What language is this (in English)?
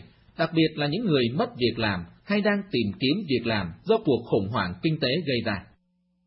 Vietnamese